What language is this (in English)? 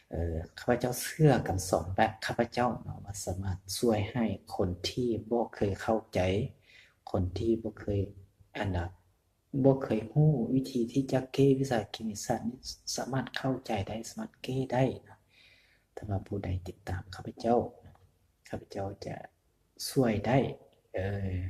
Lao